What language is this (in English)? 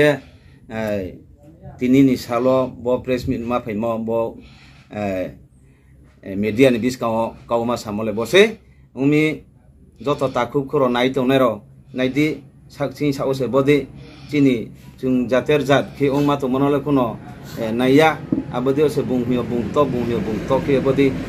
Riang (India)